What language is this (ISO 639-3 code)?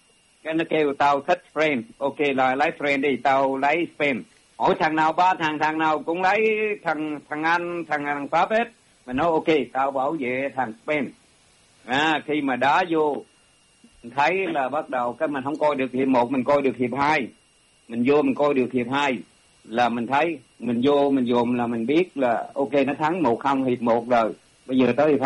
vie